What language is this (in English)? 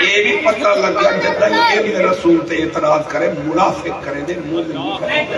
Saraiki